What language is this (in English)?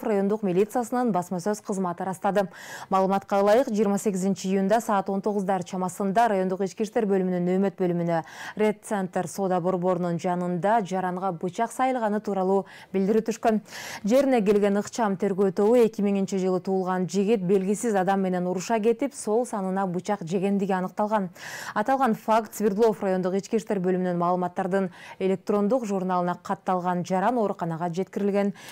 Kyrgyz